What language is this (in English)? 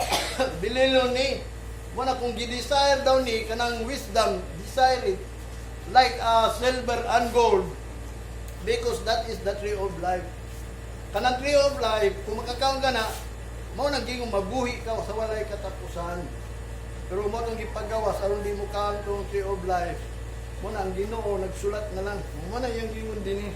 Cebuano